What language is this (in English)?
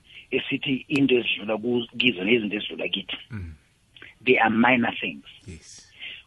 South Ndebele